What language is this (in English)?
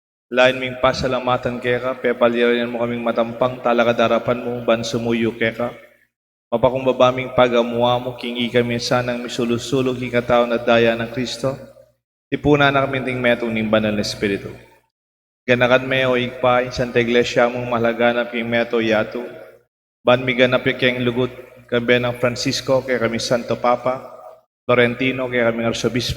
Pampanga